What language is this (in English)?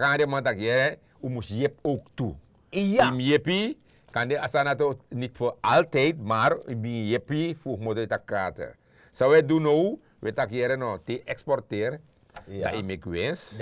Sranan Tongo